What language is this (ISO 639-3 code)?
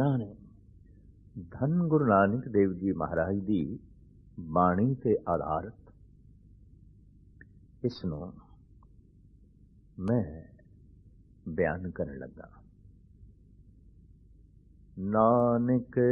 pan